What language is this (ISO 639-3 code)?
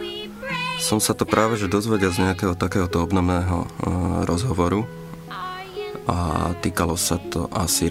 slk